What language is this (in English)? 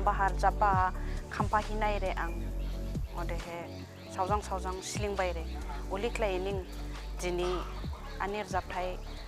Dimasa